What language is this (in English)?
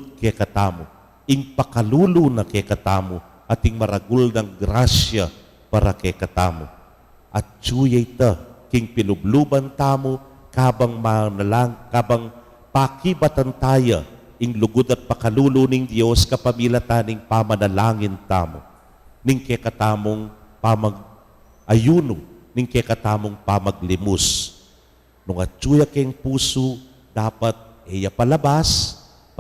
Pampanga